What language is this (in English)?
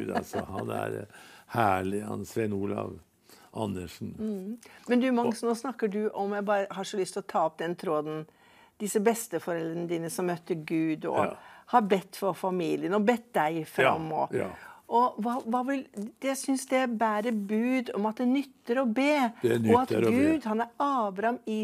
Norwegian